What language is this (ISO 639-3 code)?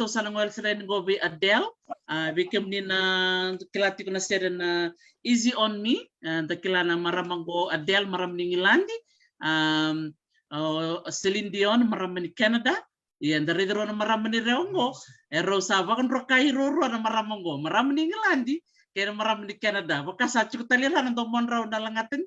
fij